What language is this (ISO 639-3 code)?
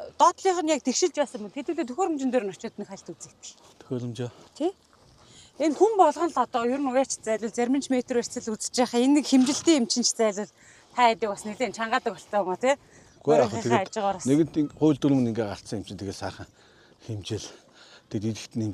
mon